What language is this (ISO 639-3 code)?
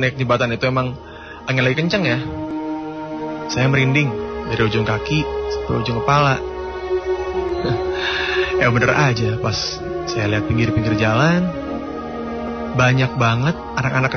ind